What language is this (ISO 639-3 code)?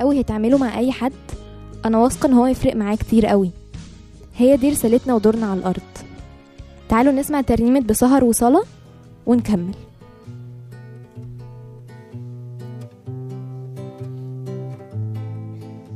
arz